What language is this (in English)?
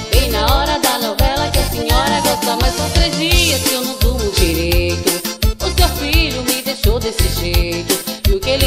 Portuguese